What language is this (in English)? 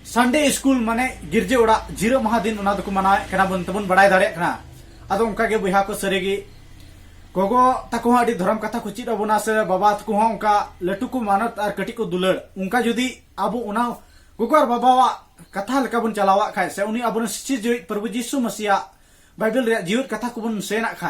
Santali